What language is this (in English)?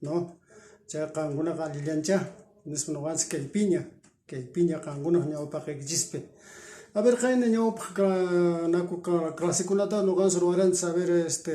Quechua